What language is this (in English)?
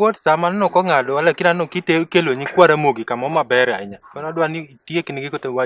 Luo (Kenya and Tanzania)